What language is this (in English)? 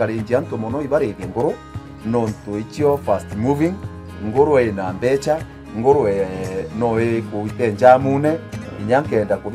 Meru